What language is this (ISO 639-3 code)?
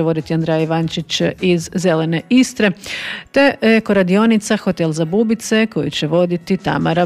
hrv